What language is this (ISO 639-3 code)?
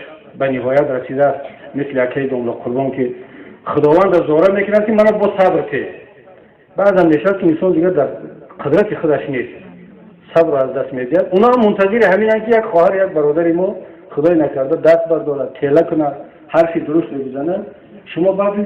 tgk